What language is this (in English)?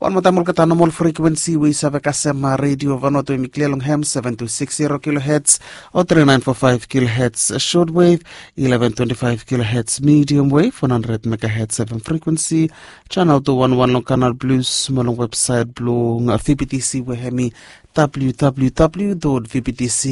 Bislama